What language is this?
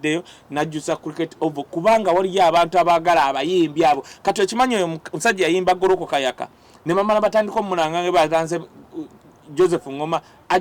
Ganda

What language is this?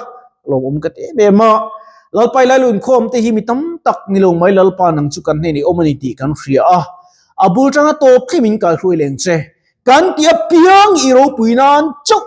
Mizo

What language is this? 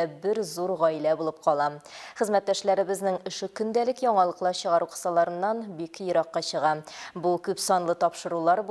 Tatar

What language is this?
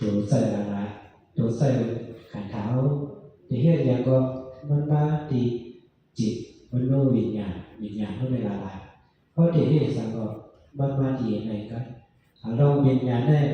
Shan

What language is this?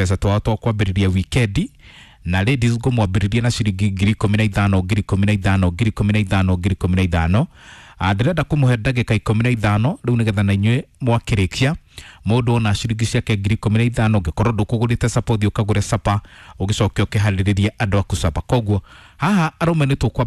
Kikuyu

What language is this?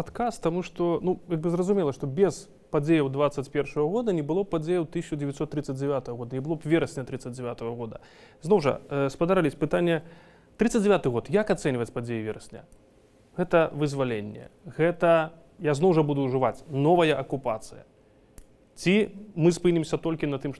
Belarusian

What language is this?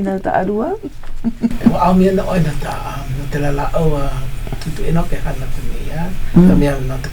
Hawaiian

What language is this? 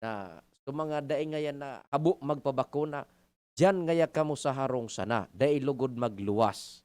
Bikol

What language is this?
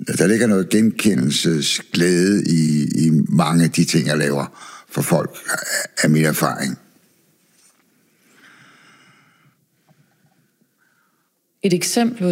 Danish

